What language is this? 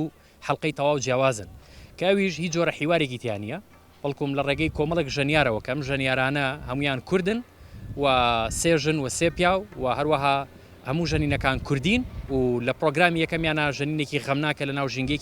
Central Kurdish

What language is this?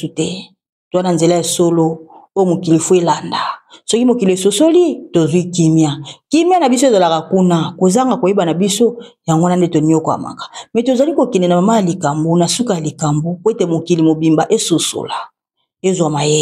Lingala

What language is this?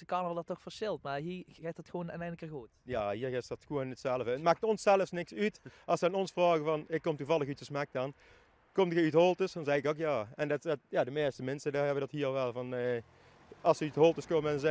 Limburgish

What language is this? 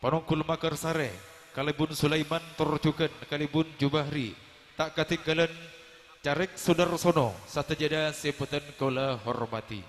Madurese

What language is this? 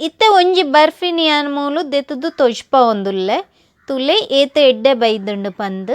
Tulu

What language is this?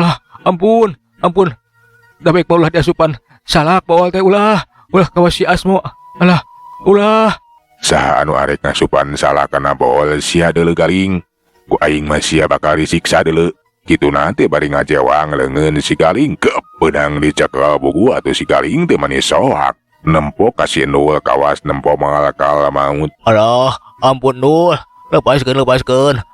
Sundanese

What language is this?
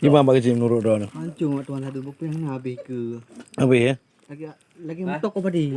Achinese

